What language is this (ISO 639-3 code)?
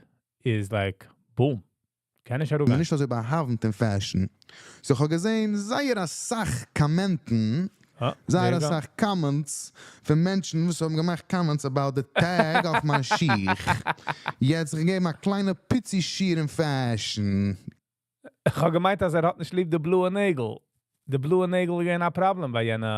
yid